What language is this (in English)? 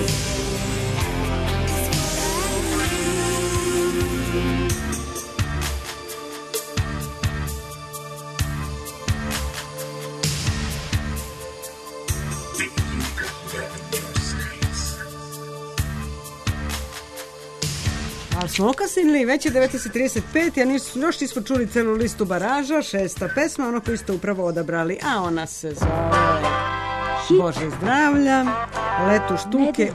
Serbian